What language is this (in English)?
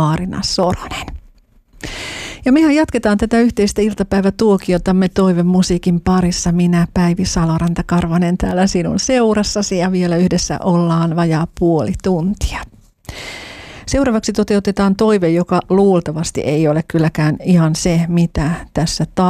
Finnish